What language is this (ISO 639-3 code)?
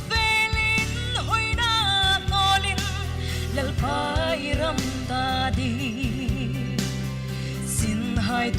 hmr